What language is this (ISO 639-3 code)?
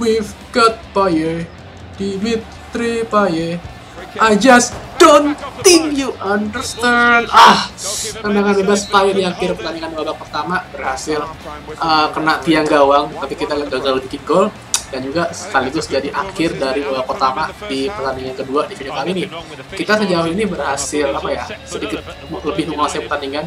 ind